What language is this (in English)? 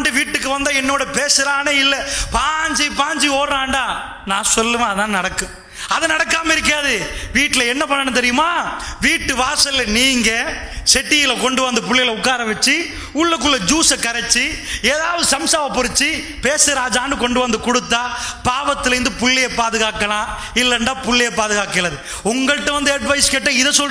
Tamil